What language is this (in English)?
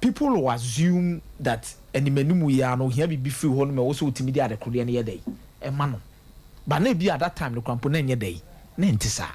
Akan